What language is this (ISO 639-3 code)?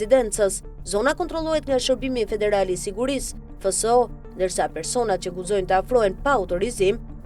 sqi